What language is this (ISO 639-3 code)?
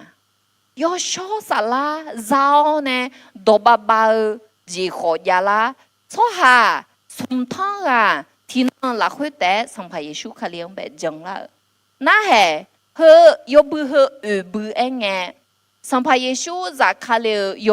ahk